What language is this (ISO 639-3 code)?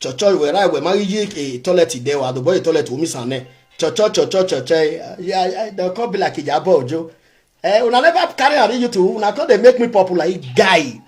pcm